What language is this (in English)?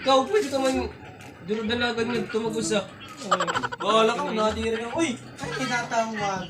Waray